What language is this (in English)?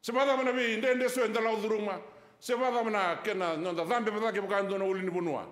Fijian